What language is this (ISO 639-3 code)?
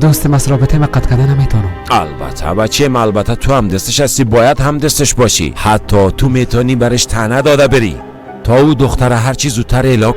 fas